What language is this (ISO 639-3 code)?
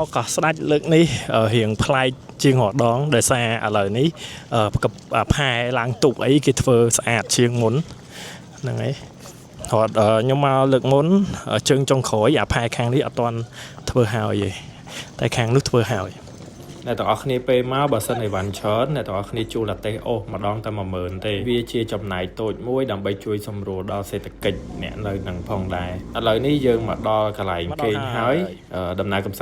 khm